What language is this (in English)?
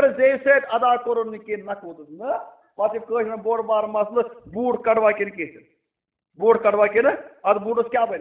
Kashmiri